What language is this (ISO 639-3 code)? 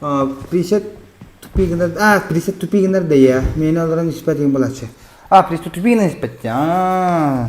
sah